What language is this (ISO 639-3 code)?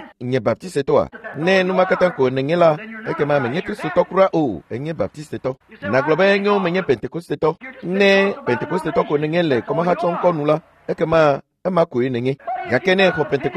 ewe